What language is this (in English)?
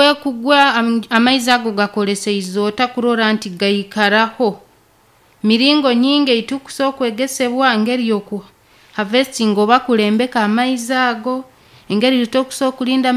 Nyankole